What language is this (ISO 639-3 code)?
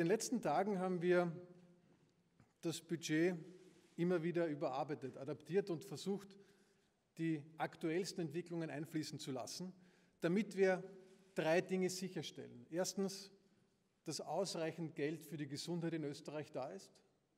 deu